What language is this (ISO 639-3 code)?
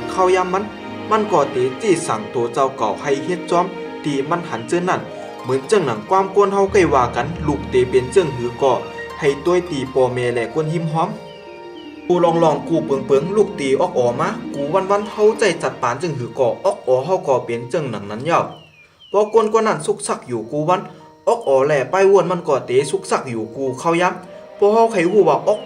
shn